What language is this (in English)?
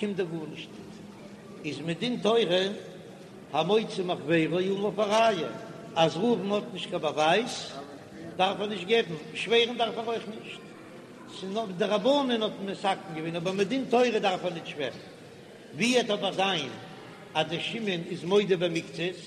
Yiddish